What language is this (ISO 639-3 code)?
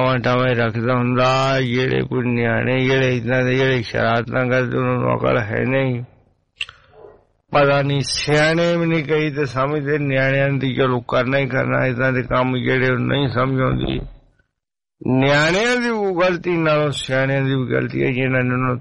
pan